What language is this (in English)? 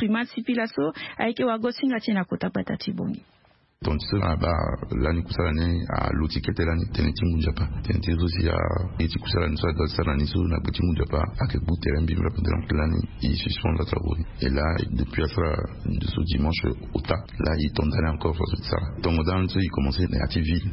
Sango